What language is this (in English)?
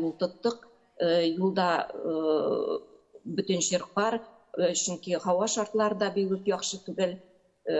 Tatar